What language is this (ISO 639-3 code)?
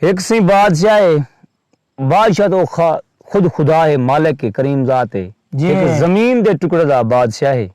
skr